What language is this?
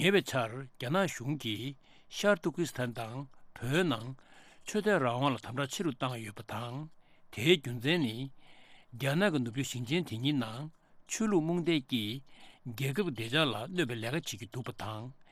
Tibetan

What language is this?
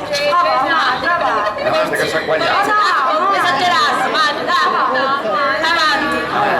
Sicilian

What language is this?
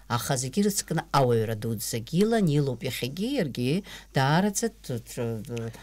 Abkhazian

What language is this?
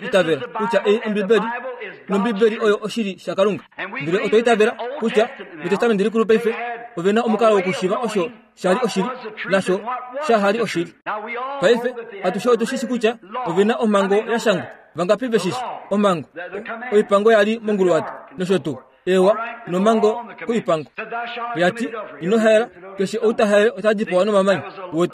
Kuanyama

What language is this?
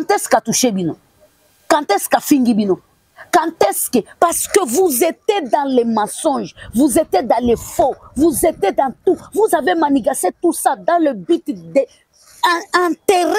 Lingala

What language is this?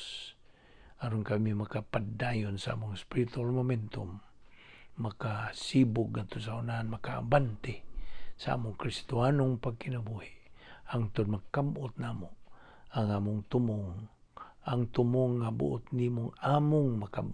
Cebuano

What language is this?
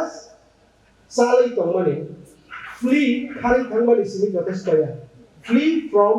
Kok Borok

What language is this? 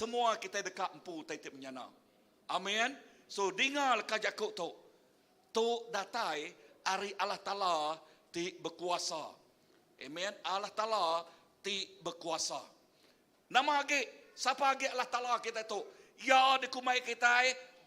Iban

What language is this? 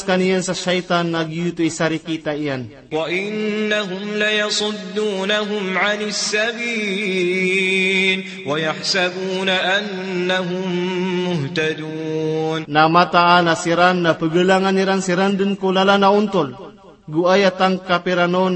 Maranao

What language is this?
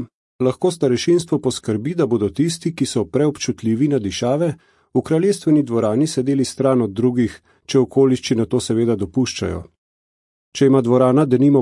Slovenian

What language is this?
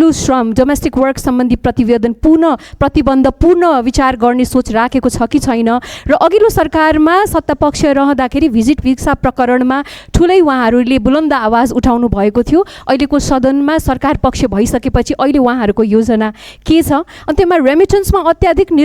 Nepali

